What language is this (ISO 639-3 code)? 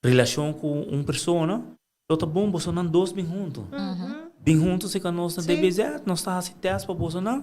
pap